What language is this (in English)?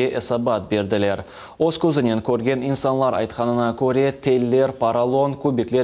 Crimean Tatar